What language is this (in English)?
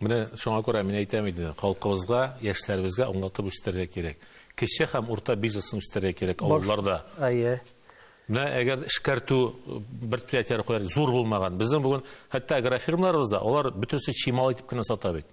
Tatar